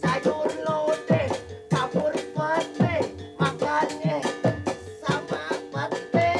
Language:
Betawi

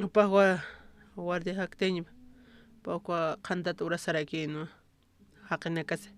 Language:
Aymara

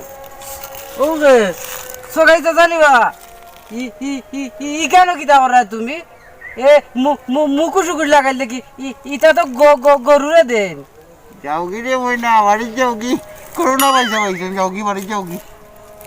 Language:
Sylheti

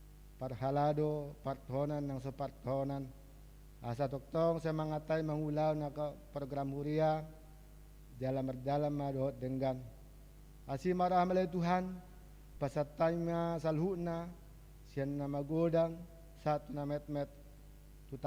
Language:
Batak Toba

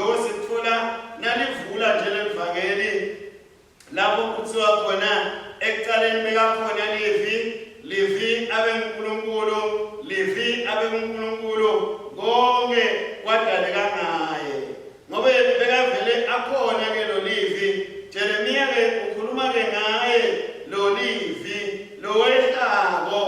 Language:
Swati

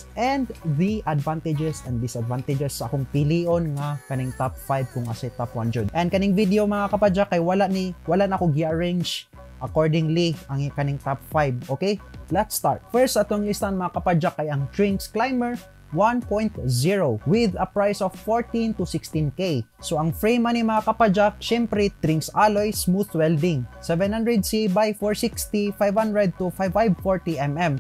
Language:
Cebuano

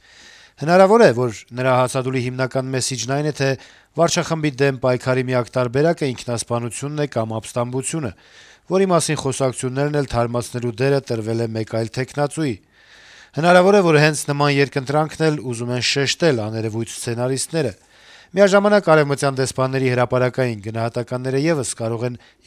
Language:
Armenian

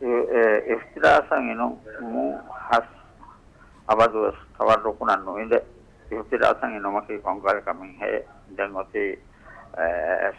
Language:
Divehi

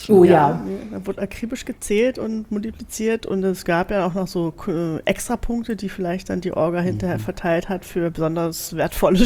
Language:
German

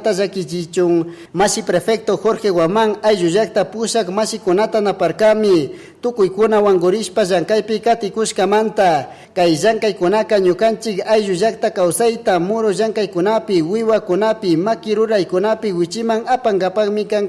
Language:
Chimborazo Highland Quichua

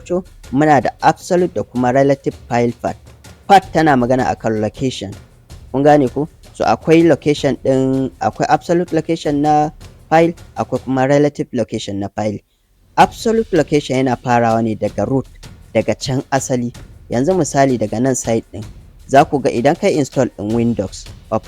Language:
Hausa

